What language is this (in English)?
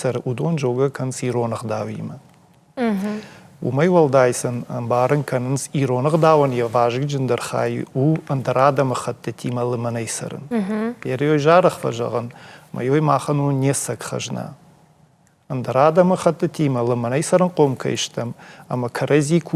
Ossetic